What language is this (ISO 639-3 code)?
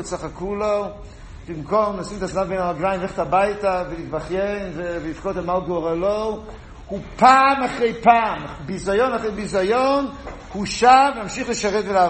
heb